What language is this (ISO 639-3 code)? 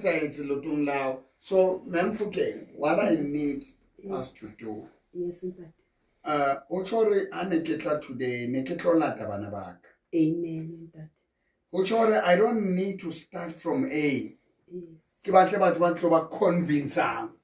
sot